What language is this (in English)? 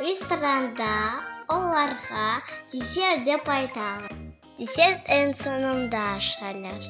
Crimean Tatar